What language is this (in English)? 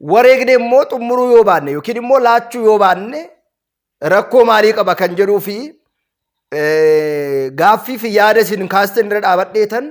Oromo